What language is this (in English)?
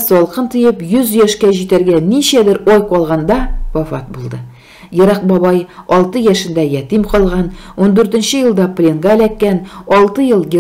Tatar